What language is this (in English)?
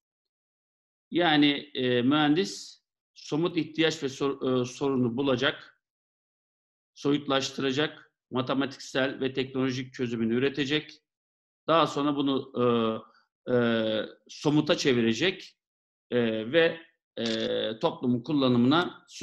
Turkish